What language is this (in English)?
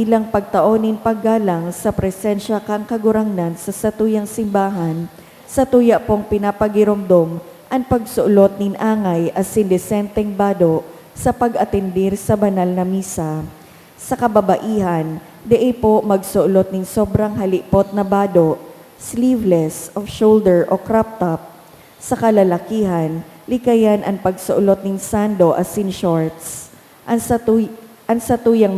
Bikol